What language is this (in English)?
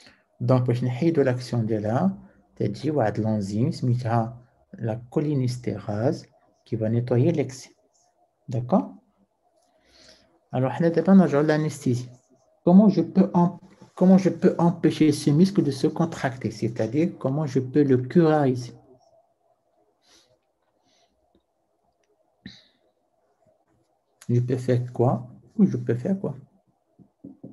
French